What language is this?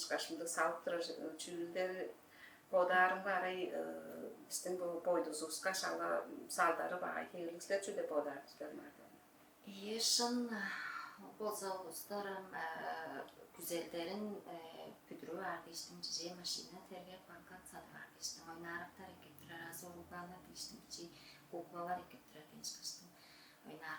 Tuvinian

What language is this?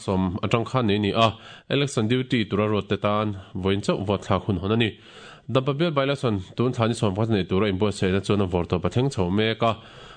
Mizo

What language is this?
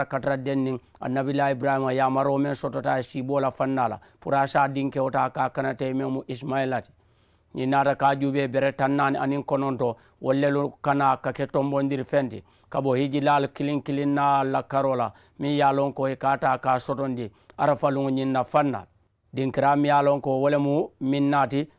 Mandingo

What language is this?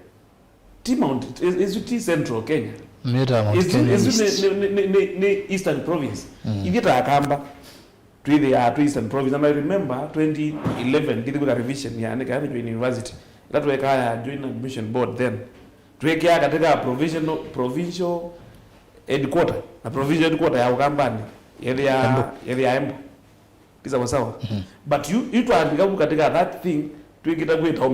Kamba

